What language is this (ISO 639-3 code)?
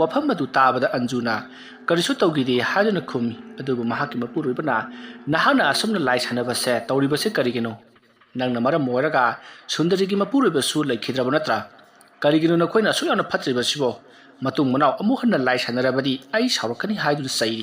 mni